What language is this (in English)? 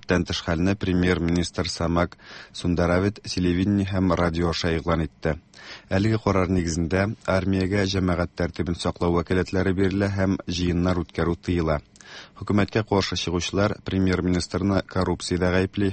Tatar